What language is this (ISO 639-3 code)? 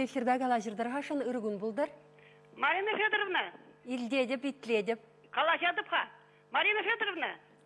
chv